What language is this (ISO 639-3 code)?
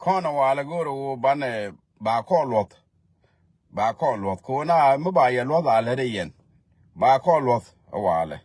nus